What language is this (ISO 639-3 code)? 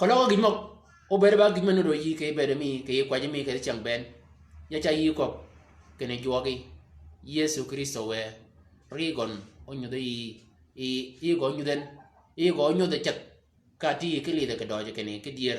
shk